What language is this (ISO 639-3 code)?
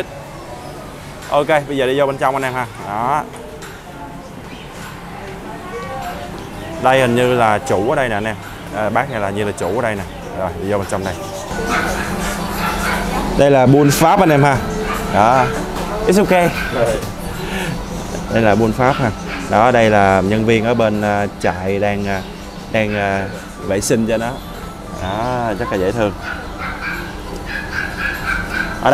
vie